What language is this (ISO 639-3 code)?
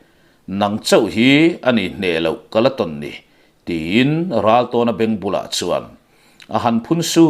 lus